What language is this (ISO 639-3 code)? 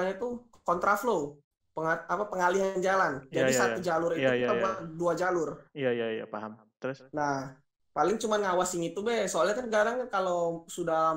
mui